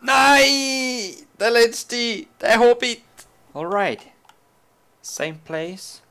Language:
Swiss German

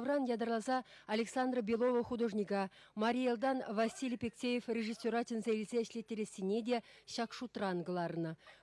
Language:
Chuvash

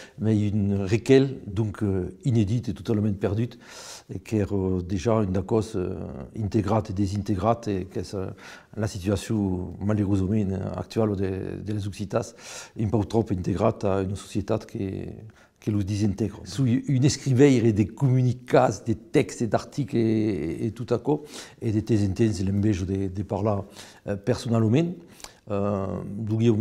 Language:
Occitan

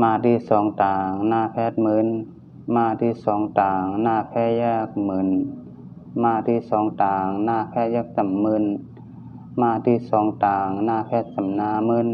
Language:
Shan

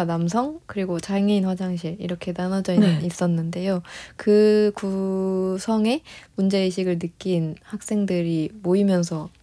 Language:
Korean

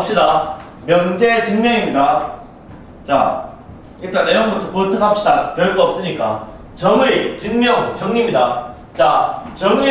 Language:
Korean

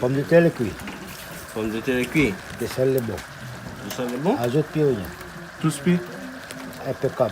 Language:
Réunion Creole French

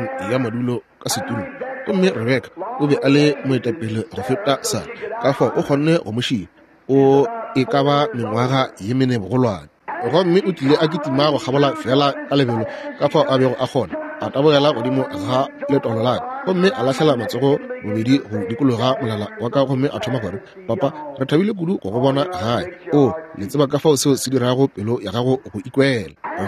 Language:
Northern Sotho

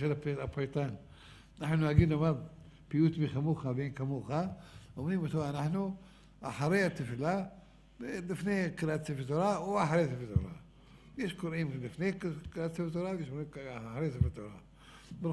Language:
Hebrew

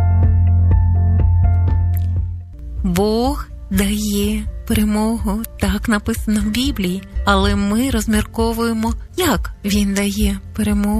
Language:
Ukrainian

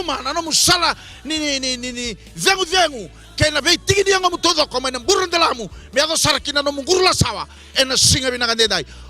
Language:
Fijian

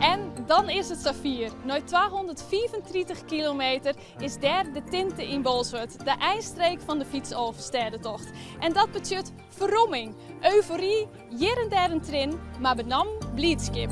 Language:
Western Frisian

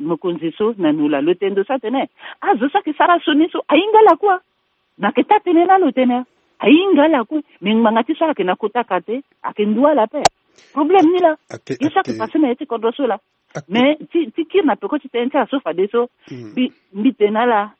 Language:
Sango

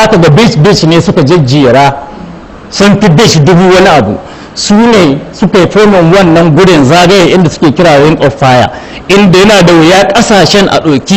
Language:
Hausa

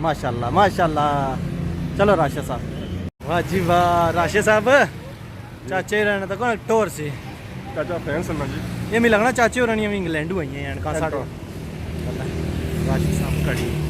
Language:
Pahari-Potwari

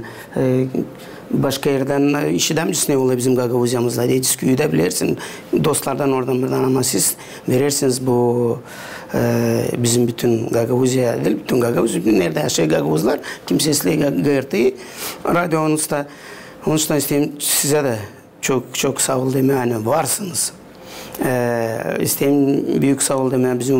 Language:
Gagauz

